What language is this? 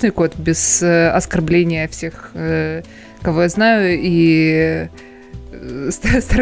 Russian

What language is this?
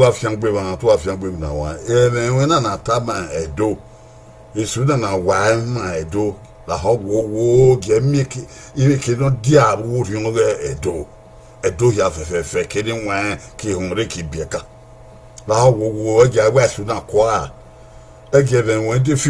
Bini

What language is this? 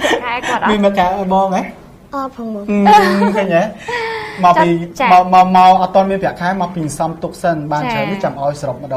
Khmer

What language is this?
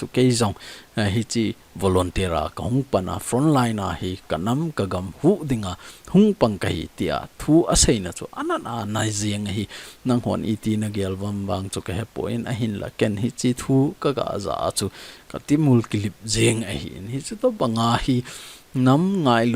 Thado Chin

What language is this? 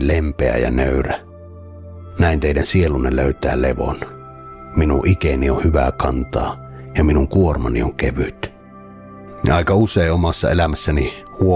Finnish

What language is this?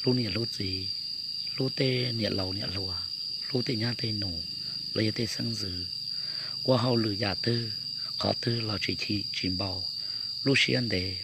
Hmong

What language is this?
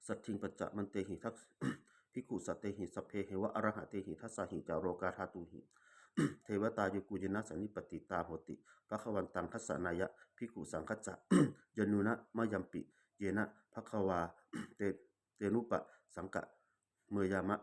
Pali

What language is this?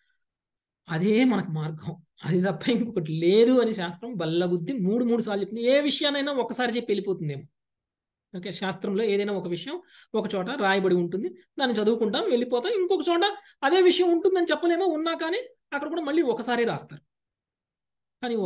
Telugu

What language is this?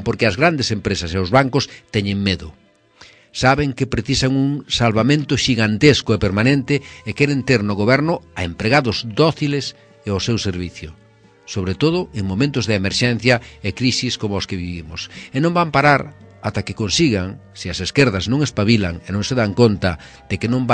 Galician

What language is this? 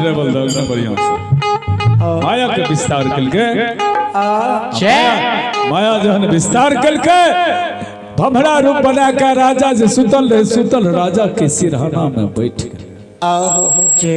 Maithili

